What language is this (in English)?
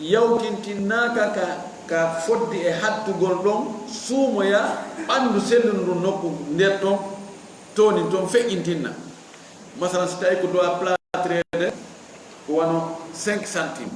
Fula